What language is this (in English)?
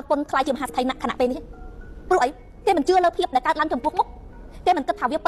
Khmer